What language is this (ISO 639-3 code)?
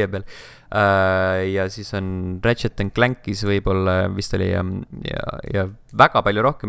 est